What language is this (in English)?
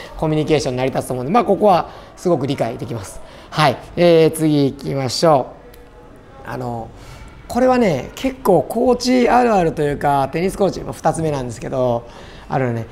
Japanese